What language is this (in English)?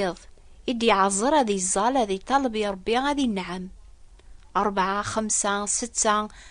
Kabyle